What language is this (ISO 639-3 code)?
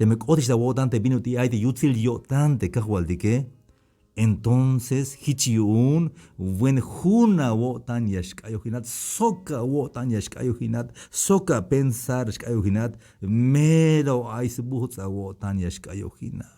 tzh